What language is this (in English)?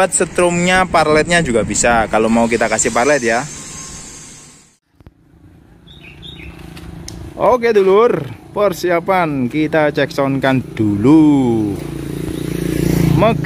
Indonesian